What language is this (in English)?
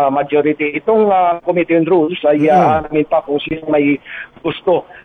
Filipino